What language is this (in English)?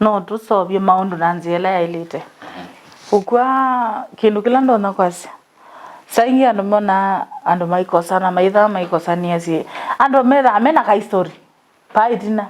Kamba